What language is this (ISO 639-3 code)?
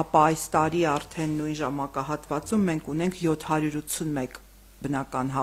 hye